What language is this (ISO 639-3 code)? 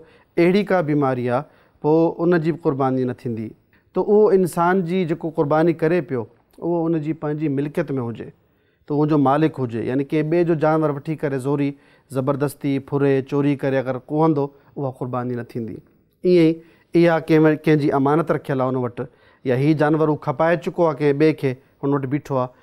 snd